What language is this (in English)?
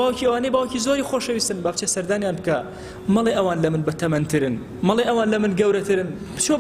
Central Kurdish